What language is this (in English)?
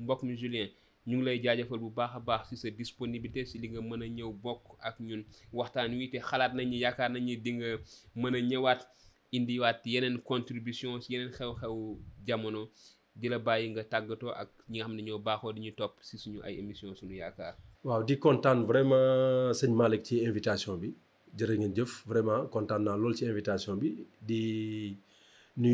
Wolof